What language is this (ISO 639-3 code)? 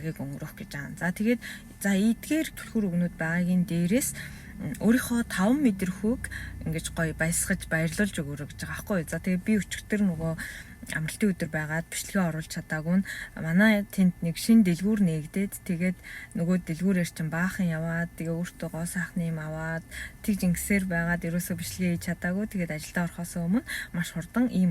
mon